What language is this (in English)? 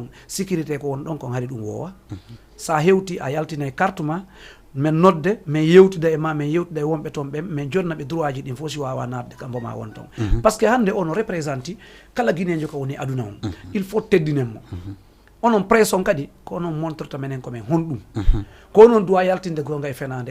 Fula